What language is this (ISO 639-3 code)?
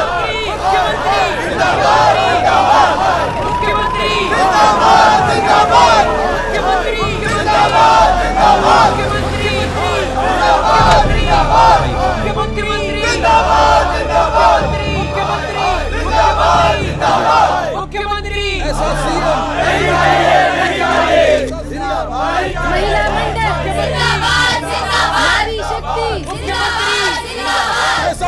hin